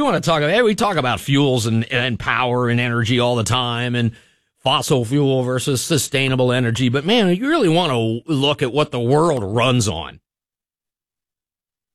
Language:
English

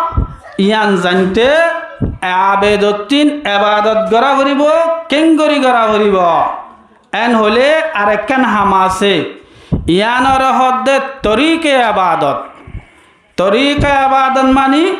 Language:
Rohingya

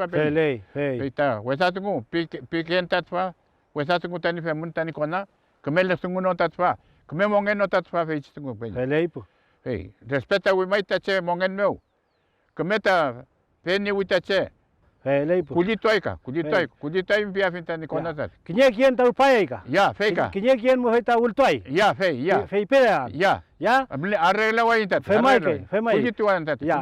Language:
Mapuche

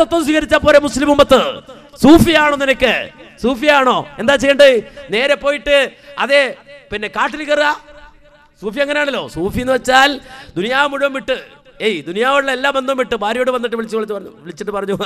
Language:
Malayalam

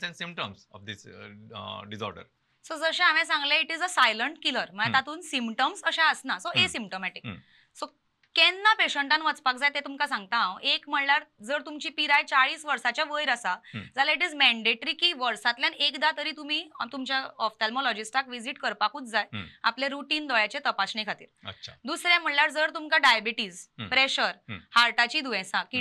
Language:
Konkani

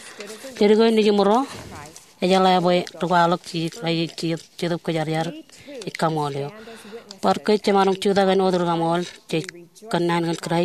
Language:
Marshallese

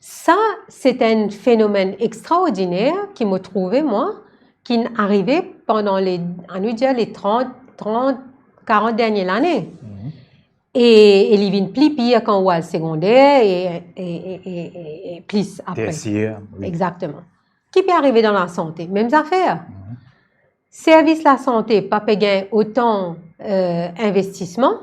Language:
Morisyen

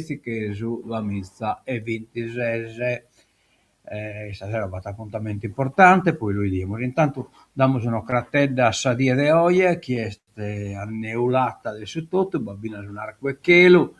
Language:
Sardinian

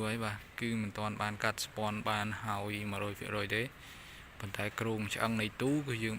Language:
Khmer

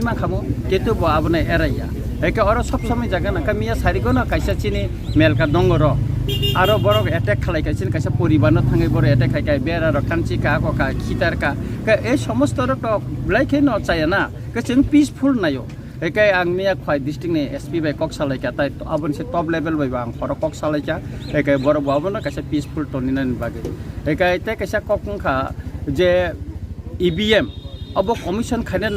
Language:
Kok Borok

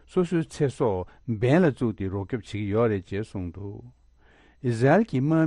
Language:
Tibetan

